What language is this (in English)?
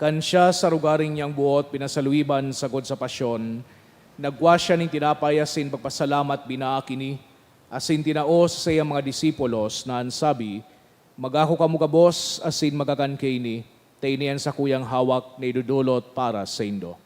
Bikol